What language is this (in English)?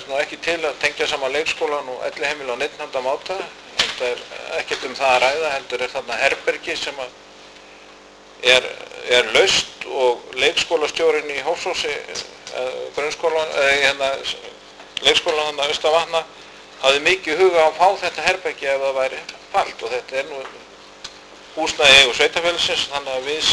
Icelandic